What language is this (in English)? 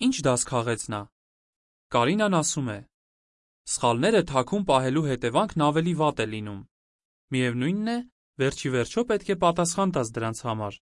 Armenian